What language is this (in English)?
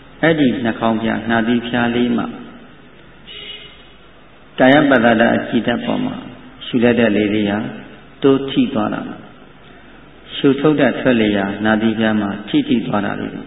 Burmese